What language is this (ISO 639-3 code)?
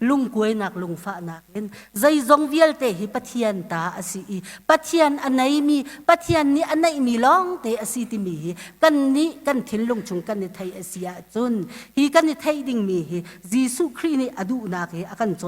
cnh